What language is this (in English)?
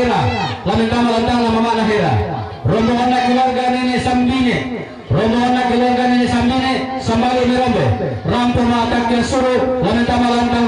Toraja-Sa'dan